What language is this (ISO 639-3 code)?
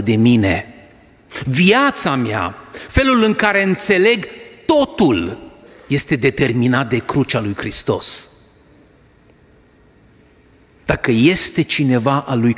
ron